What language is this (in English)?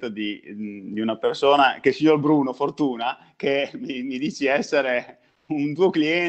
Italian